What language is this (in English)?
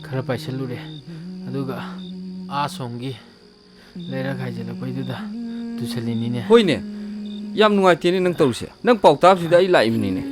Manipuri